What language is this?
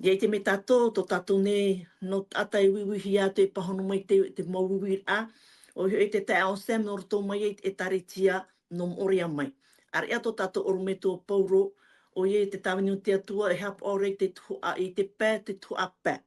Tahitian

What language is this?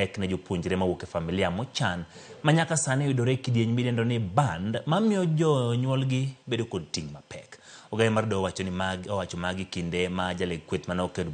Luo (Kenya and Tanzania)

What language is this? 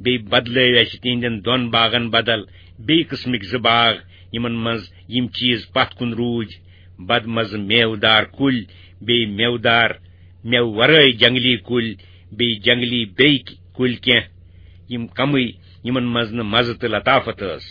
Kashmiri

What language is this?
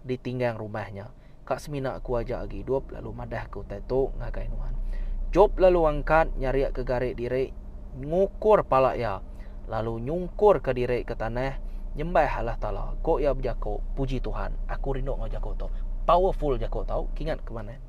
Iban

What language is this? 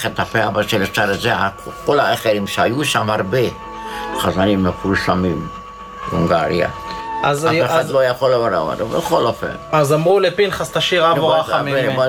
Hebrew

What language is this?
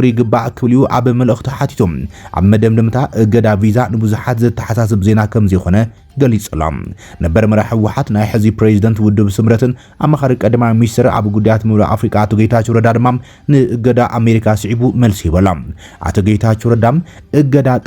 Tigrinya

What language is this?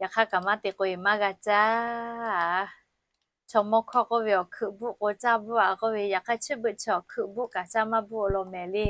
Lahu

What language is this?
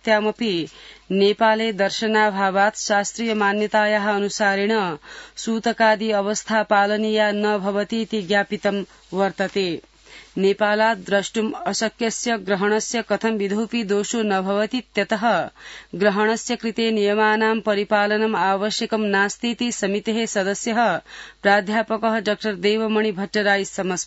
Sanskrit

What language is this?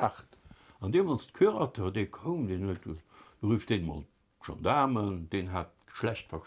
Luxembourgish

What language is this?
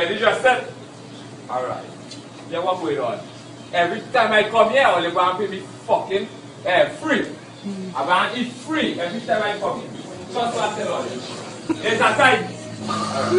Jamaican Creole English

